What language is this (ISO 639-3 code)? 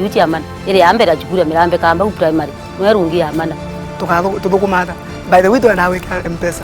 mer